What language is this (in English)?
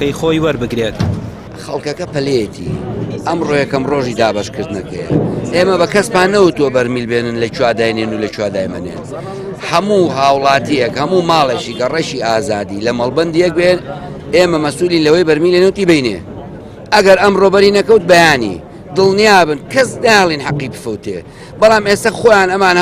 Central Kurdish